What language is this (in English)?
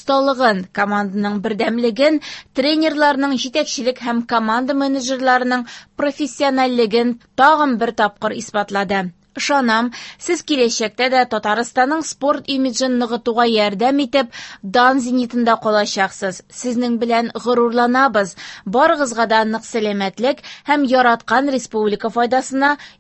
Tatar